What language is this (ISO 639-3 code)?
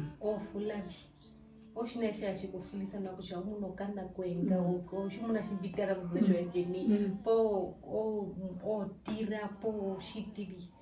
her